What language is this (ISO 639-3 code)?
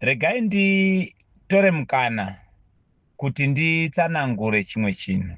sna